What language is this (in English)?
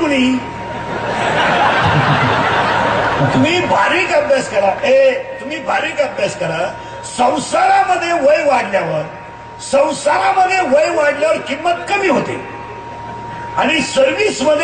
Marathi